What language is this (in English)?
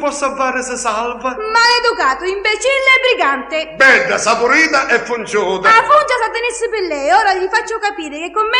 Neapolitan